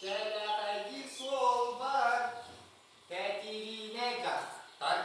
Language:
Yakut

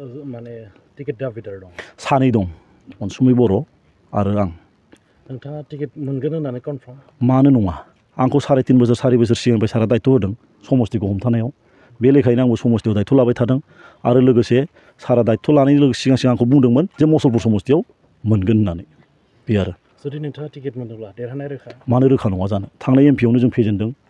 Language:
Bodo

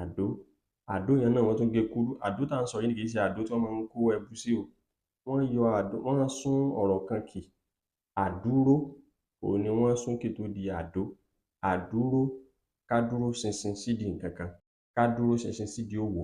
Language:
Yoruba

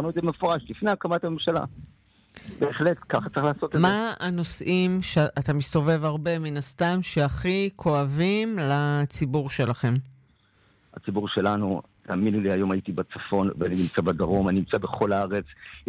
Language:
Hebrew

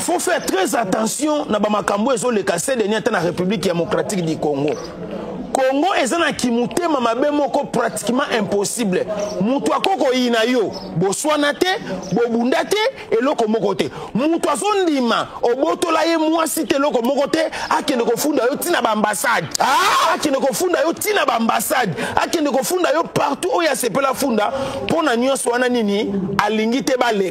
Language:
Lingala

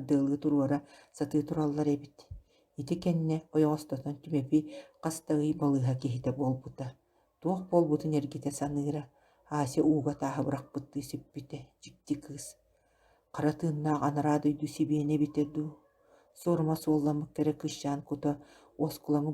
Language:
Yakut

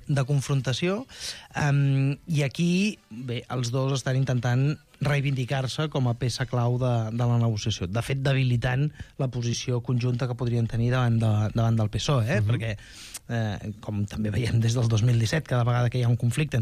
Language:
Catalan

